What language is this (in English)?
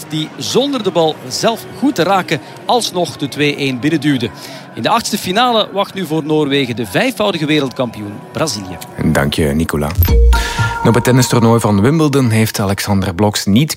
Dutch